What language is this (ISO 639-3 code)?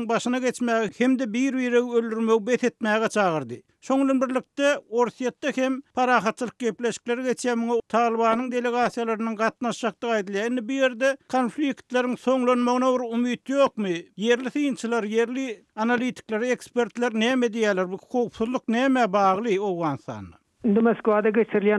tuk